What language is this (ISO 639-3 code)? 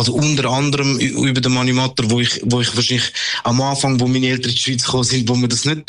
deu